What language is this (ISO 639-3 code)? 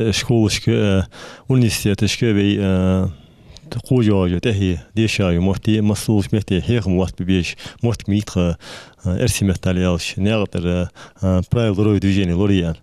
inh